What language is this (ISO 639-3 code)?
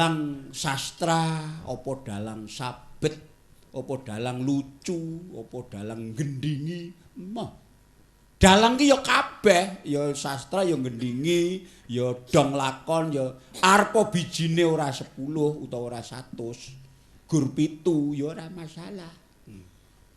jav